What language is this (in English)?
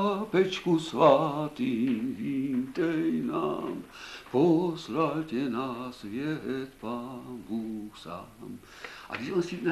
Czech